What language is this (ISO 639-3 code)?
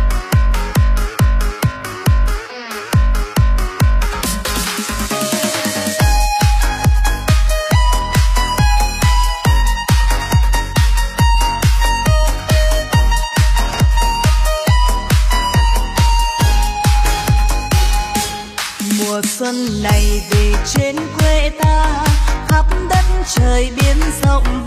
vie